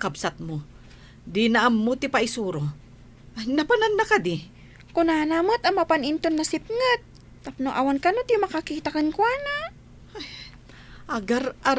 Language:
Iloko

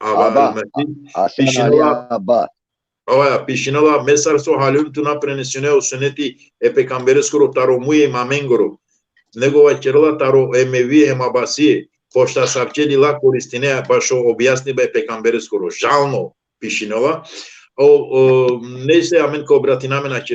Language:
Balkan Romani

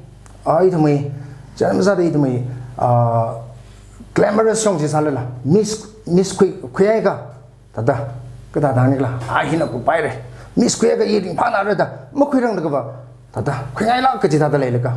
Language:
Tangkhul Naga (India)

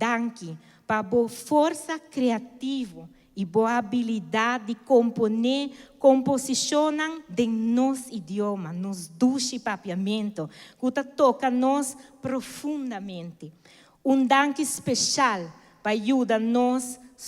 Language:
Papiamento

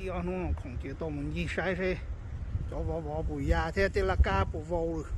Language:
Hmong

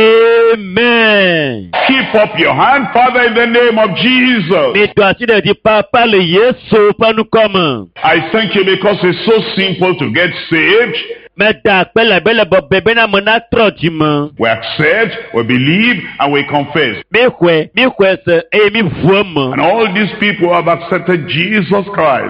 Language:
Ewe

